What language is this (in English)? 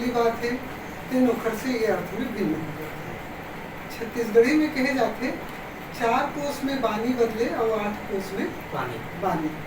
Chhattisgarhi